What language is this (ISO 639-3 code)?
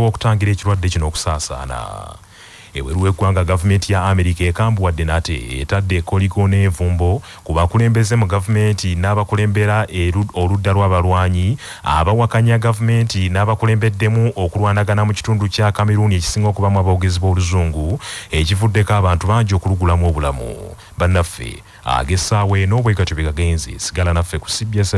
lug